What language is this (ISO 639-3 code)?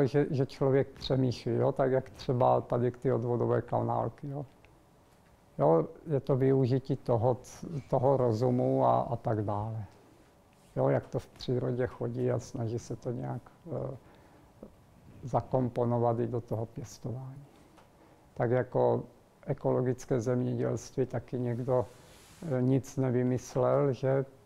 ces